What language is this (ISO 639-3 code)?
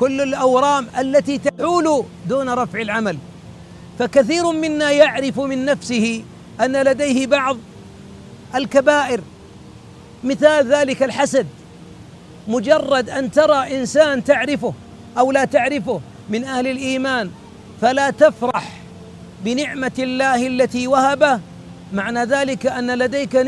ara